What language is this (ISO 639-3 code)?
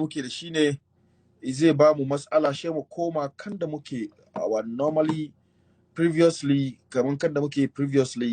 hau